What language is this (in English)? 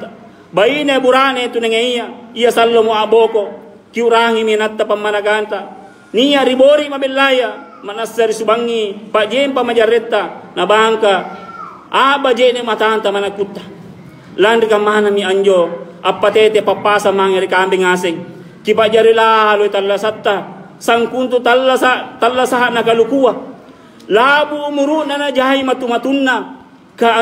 Makasar